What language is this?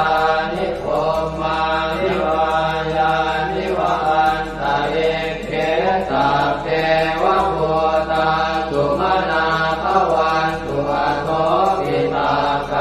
Pali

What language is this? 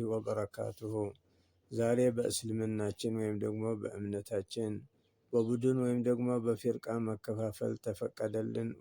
Amharic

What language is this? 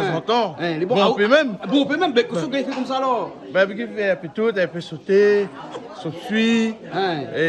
Réunion Creole French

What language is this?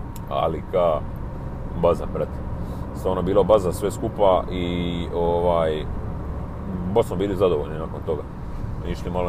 Croatian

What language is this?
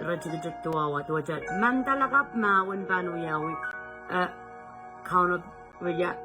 Pohnpeian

